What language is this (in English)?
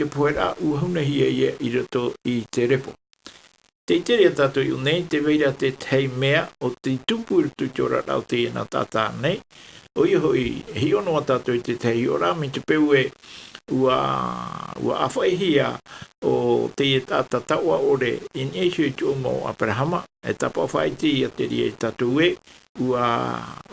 Tahitian